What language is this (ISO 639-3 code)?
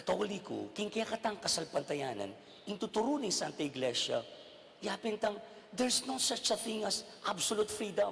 pam